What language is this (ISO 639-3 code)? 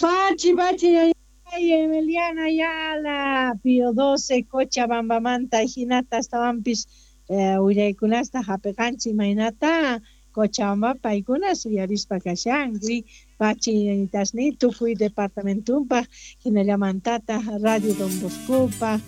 que